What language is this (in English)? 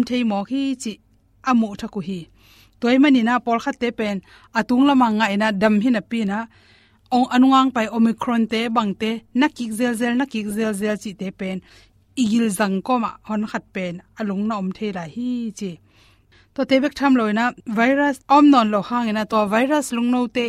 Tedim Chin